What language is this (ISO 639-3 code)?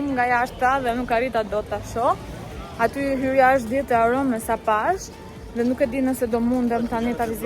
sqi